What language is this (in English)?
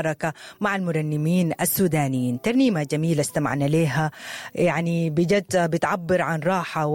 Sudanese Arabic